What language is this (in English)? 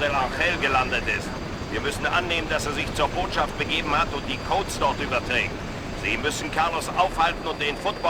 Bavarian